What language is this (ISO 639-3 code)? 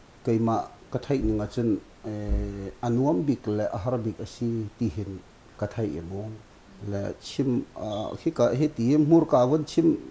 cnh